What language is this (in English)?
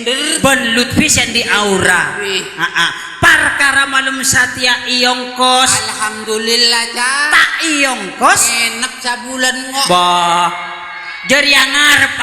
Madurese